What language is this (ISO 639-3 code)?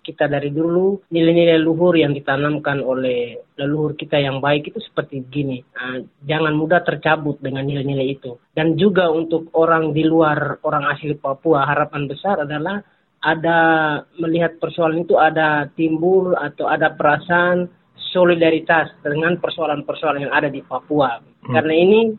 ind